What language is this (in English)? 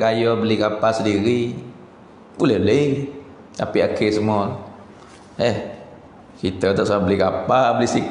Pattani Malay